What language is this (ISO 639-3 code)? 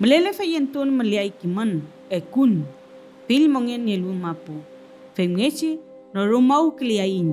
arn